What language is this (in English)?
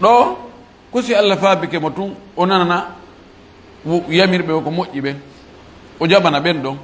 Fula